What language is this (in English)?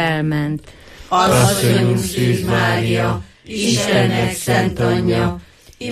Hungarian